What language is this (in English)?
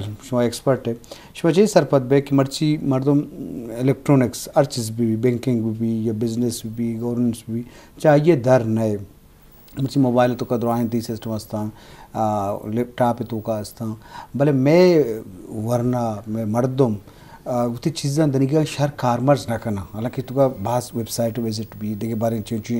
Baluchi